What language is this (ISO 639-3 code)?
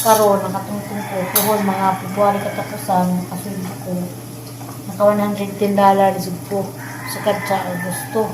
ceb